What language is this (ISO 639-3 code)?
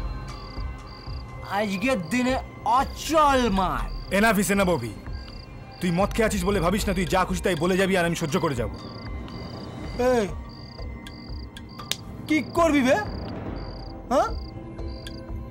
ben